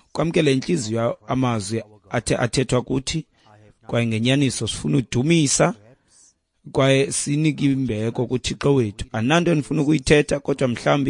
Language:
Xhosa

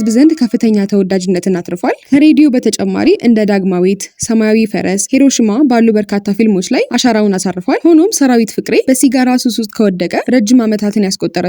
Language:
Amharic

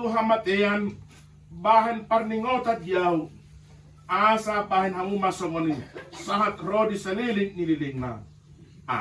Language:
Batak Toba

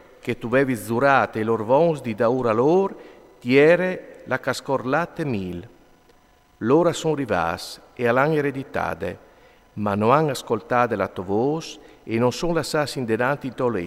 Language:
Friulian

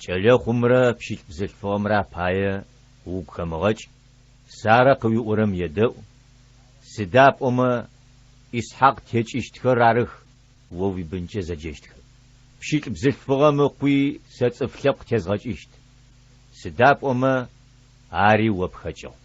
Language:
Adyghe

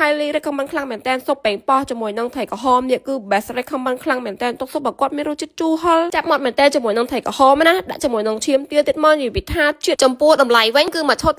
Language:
Khmer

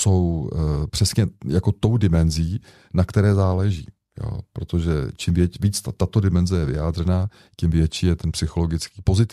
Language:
Czech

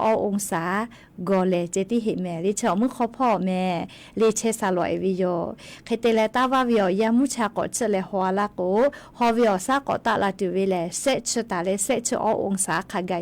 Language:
Lahu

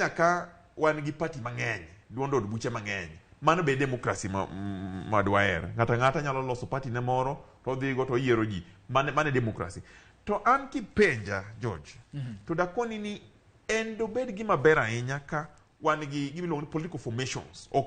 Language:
Luo (Kenya and Tanzania)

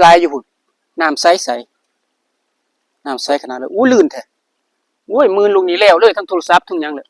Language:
Northeastern Thai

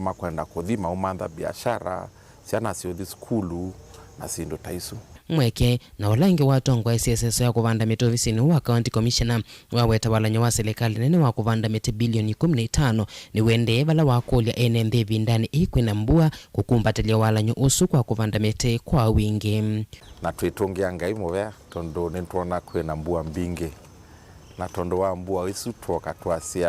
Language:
Kamba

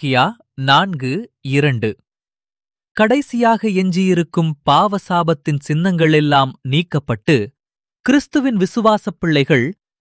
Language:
Tamil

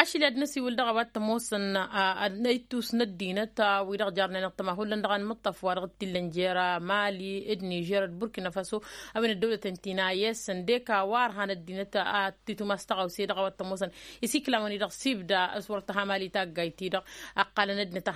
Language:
Tamasheq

